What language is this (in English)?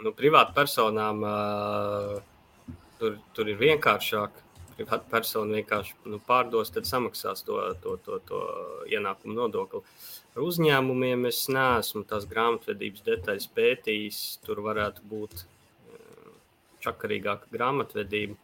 Latvian